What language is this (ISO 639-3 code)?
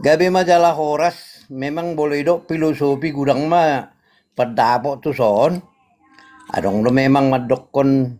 bbc